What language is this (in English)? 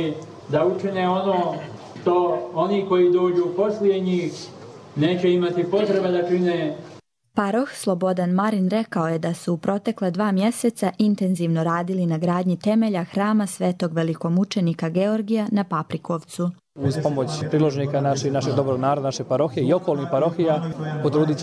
Croatian